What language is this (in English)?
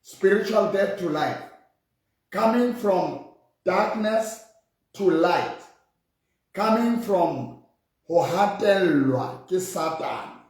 Southern Sotho